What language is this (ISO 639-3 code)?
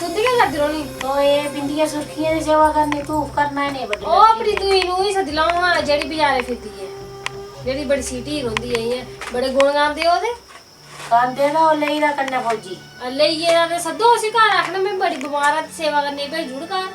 doi